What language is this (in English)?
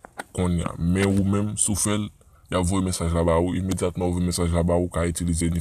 Haitian Creole